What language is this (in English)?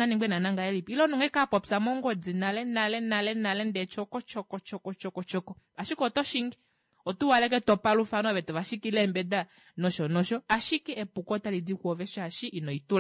Kuanyama